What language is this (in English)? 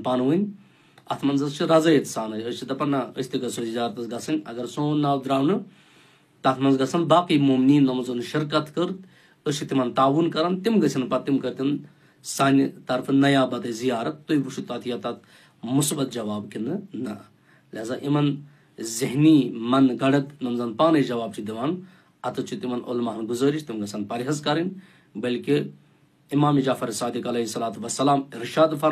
Kashmiri